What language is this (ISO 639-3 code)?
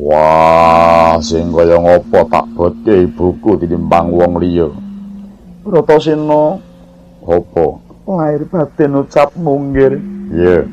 jav